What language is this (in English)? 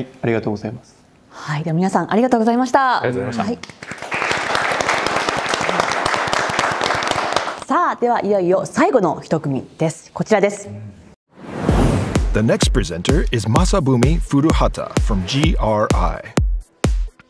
Japanese